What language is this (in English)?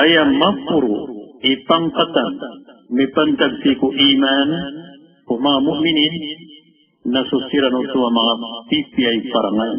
Maranao